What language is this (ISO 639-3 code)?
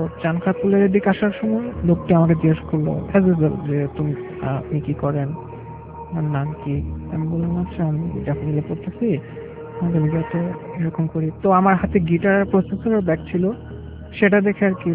ben